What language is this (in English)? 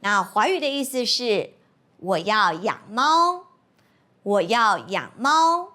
Hakka Chinese